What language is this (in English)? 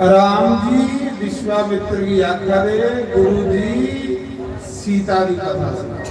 Dogri